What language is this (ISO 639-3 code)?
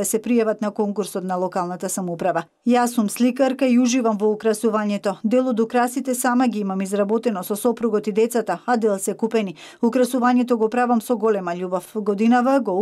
mkd